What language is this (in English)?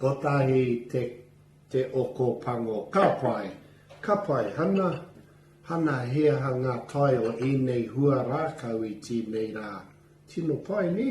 Māori